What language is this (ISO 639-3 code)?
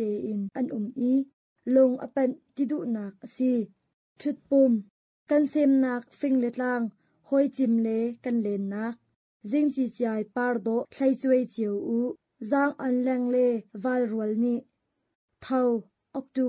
cnh